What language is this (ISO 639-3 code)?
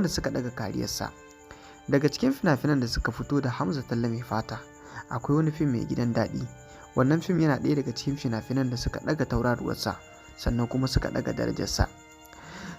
hau